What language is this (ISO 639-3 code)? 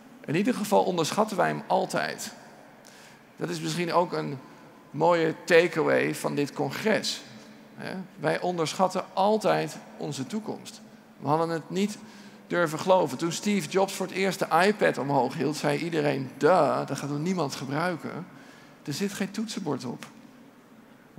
nld